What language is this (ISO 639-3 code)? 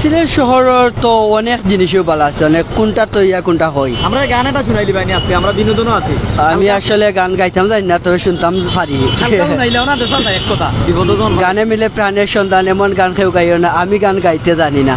syl